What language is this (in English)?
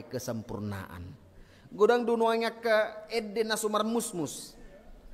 Batak Toba